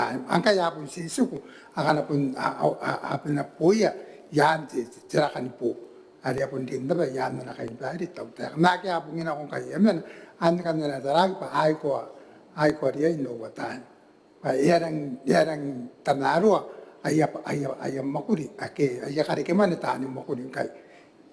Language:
Gilbertese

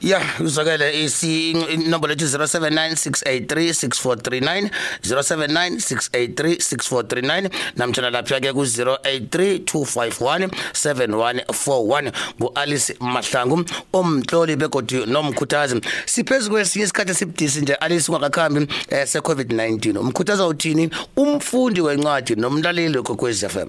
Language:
South Ndebele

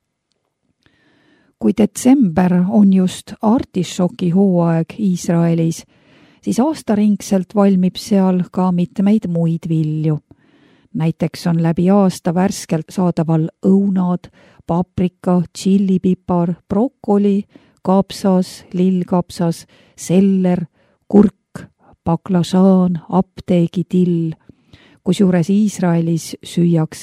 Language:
Estonian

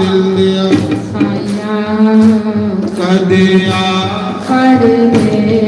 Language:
Dogri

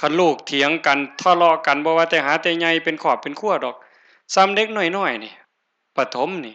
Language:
Northeastern Thai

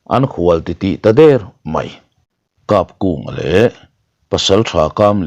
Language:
Mizo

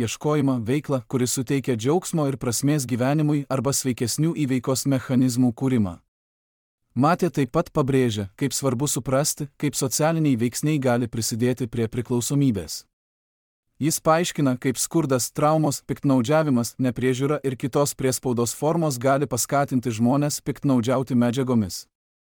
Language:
Lithuanian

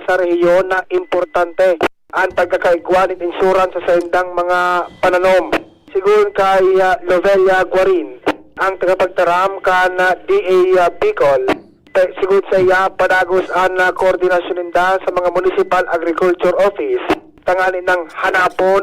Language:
Bikol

